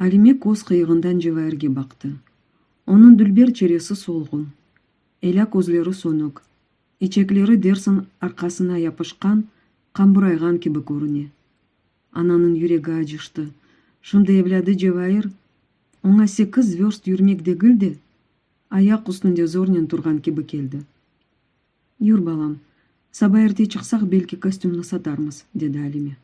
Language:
Crimean Tatar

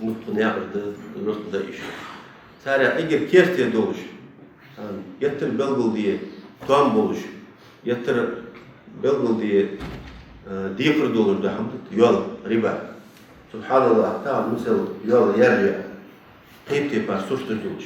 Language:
Ingush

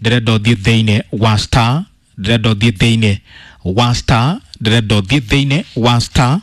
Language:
Kikuyu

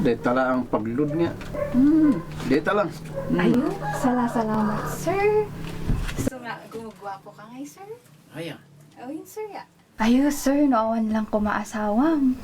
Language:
Kankanaey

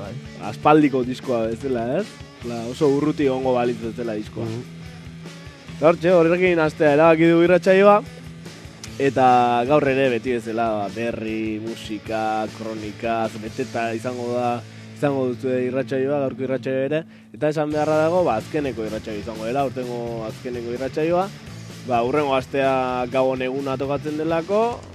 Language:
Basque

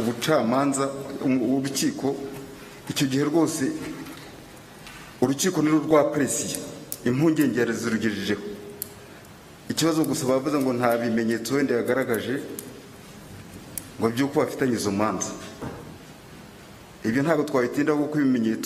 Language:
Kinyarwanda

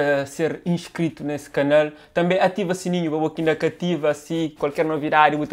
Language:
Kabuverdianu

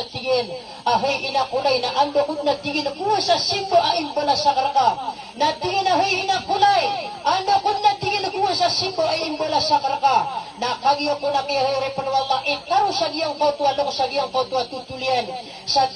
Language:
Maranao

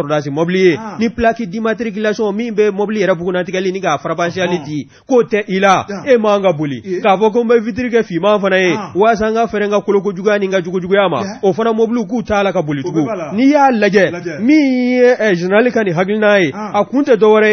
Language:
Bambara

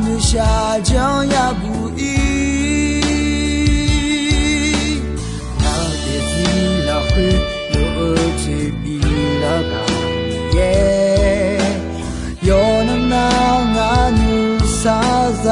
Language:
Akha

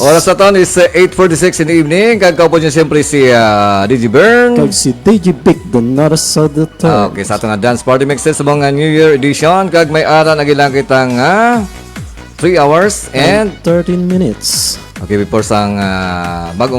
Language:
Hiligaynon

